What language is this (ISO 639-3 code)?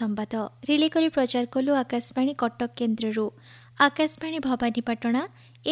ori